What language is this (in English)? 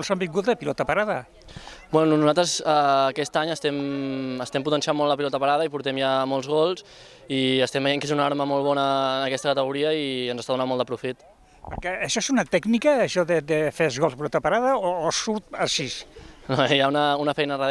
Catalan